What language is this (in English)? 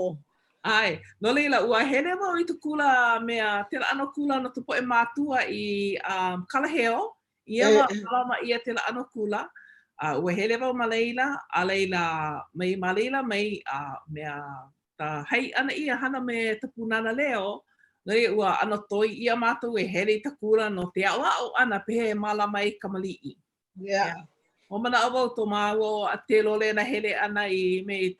Hawaiian